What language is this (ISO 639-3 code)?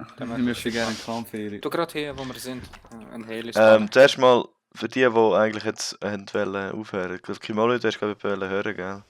gsw